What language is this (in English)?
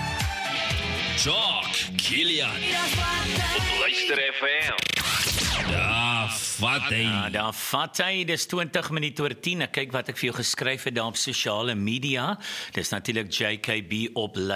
Afrikaans